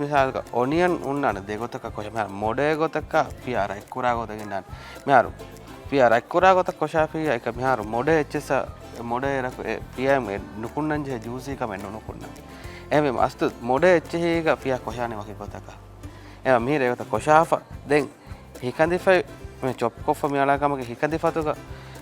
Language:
Divehi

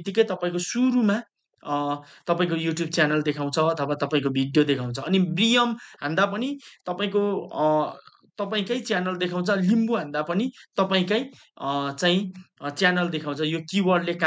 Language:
Nepali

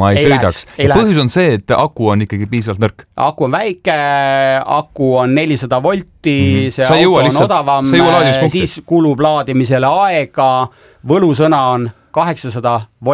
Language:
Estonian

